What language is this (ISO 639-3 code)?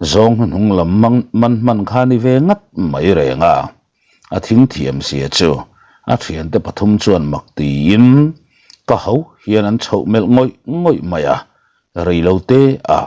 lus